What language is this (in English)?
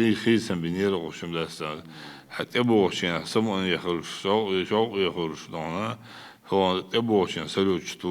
Chechen